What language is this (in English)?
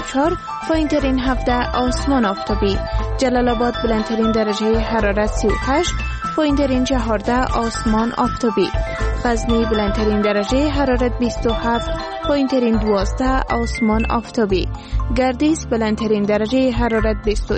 Persian